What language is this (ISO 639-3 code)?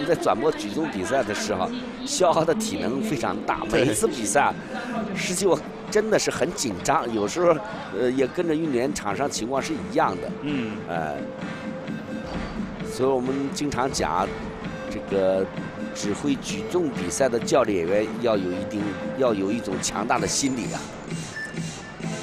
zho